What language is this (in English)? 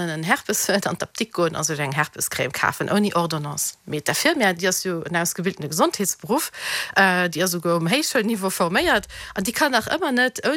Luxembourgish